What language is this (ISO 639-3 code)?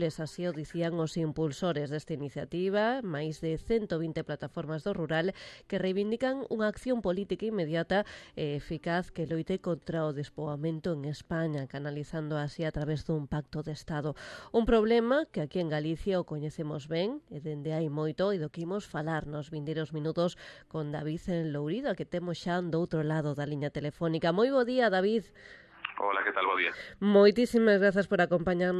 glg